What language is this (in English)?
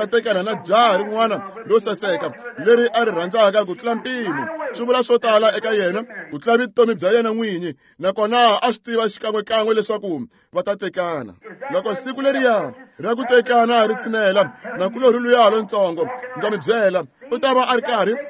Tsonga